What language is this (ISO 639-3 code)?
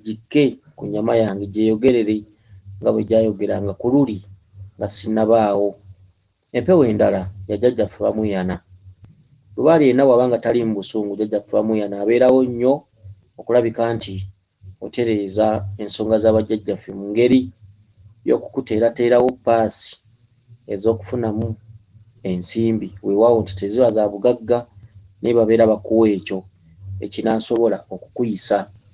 lug